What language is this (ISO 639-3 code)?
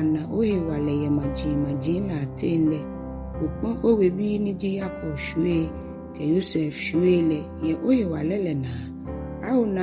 gaa